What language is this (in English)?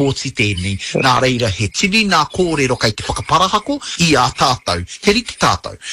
Māori